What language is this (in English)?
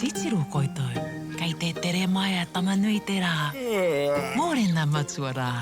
Māori